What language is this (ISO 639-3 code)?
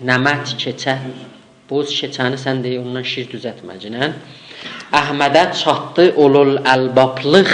azb